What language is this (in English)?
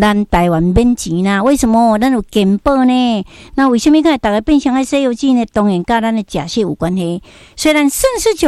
Min Nan Chinese